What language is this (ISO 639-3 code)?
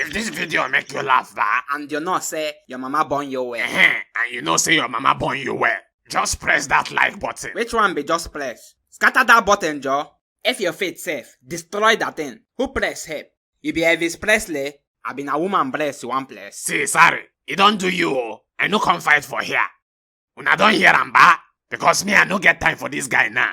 pcm